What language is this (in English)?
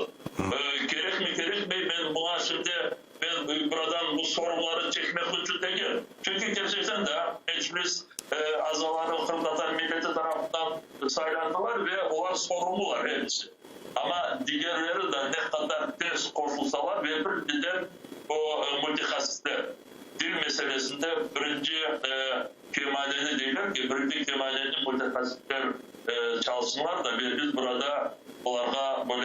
Crimean Tatar